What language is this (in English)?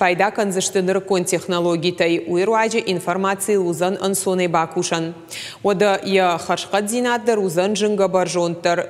Ossetic